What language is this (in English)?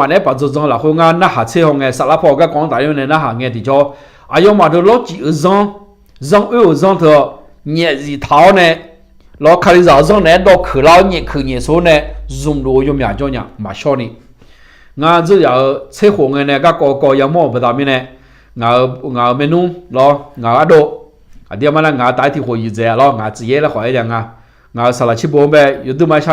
Akha